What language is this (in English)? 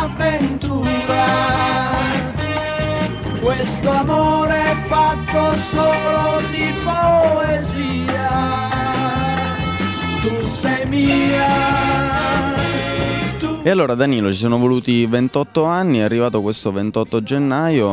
Italian